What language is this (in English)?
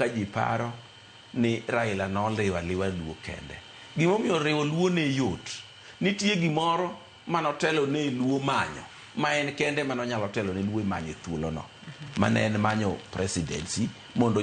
Luo (Kenya and Tanzania)